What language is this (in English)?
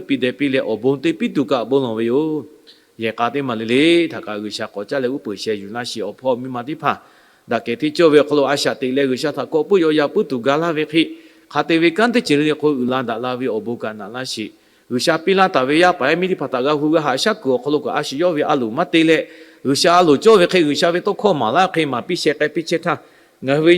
Lahu